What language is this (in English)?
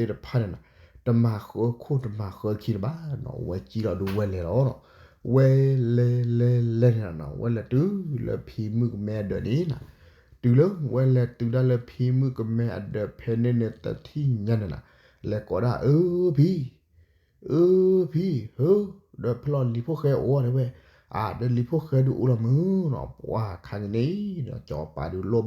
S'gaw Karen